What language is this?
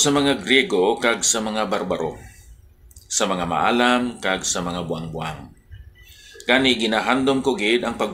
Hiligaynon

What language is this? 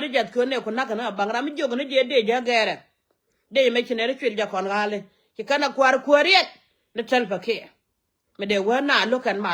Nuer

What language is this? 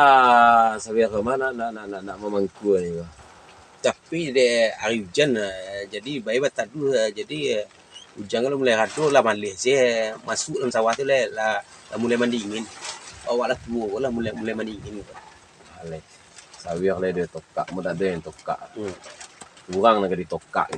Minangkabau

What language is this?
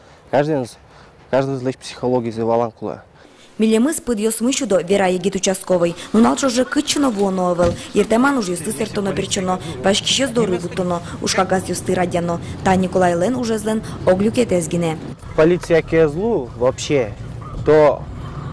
Udmurt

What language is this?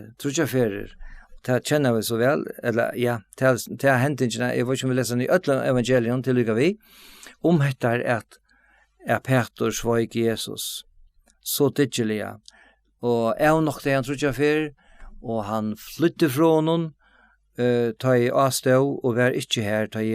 Faroese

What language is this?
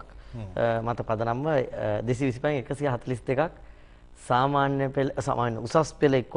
Sinhala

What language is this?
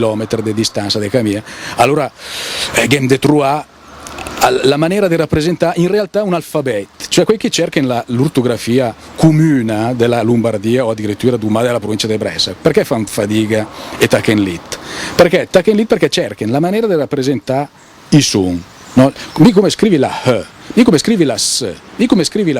Lombard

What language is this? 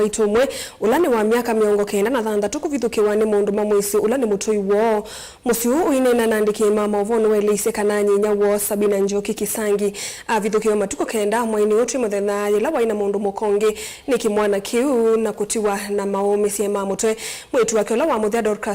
Kamba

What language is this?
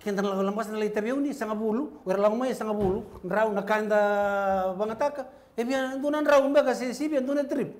Fijian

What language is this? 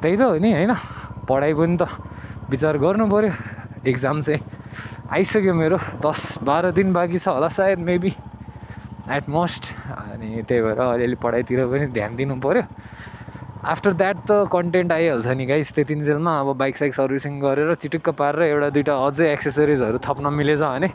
Nepali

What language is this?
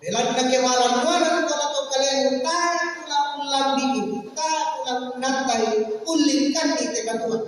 Toraja-Sa'dan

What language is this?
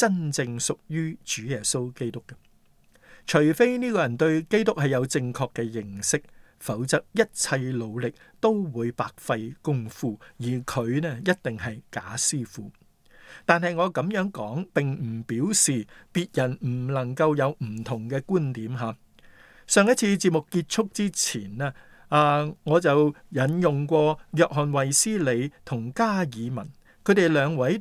Cantonese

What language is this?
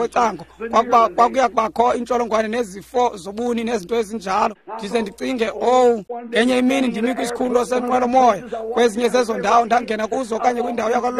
Xhosa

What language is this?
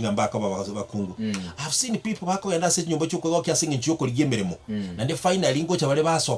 Gusii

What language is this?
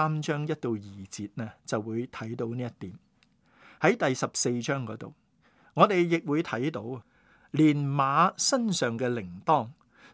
Cantonese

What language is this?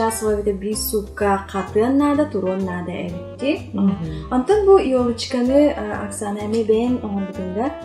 Yakut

